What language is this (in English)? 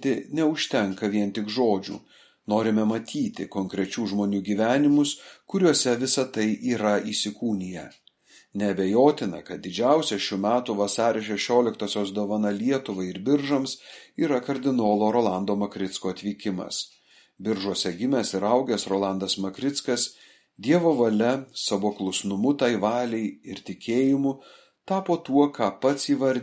Lithuanian